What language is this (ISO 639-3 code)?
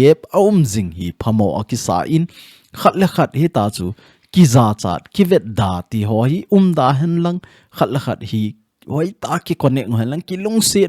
tcz